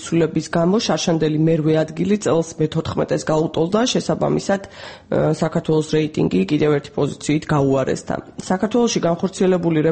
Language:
Georgian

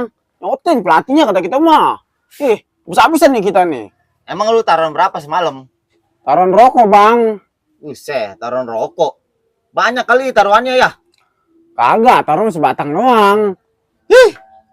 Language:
Betawi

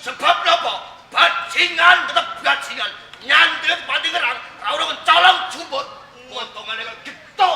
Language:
Javanese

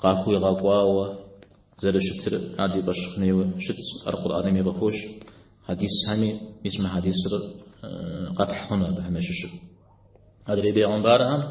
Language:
Kabardian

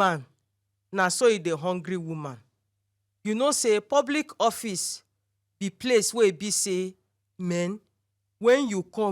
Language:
Nigerian Pidgin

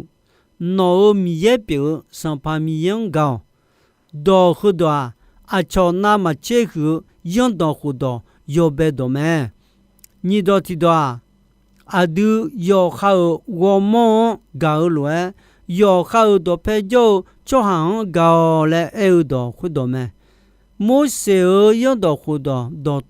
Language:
Akha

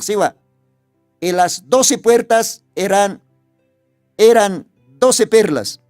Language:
Aymara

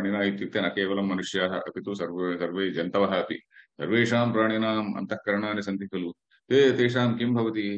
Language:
Sanskrit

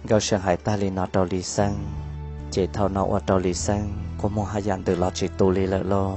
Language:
Hmong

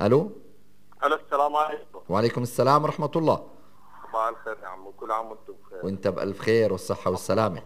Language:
North Levantine Arabic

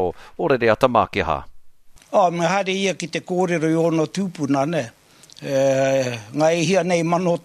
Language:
Māori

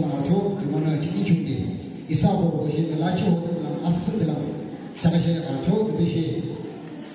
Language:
Yimchungru Naga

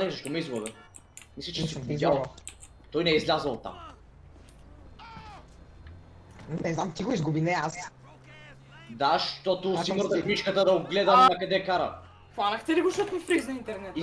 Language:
Bulgarian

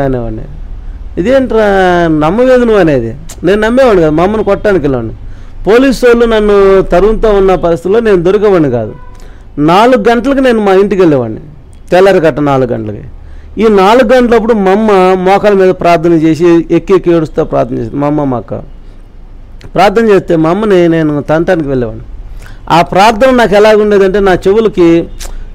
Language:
Telugu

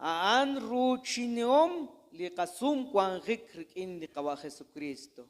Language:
Kekchí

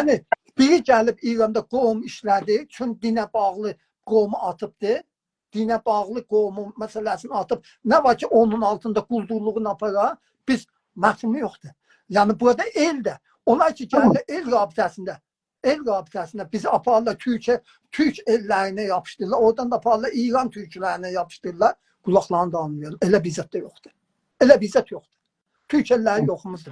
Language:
South Azerbaijani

